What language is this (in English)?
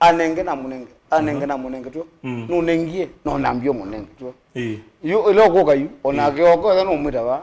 Kamba